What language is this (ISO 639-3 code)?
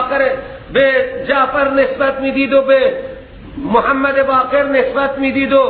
fas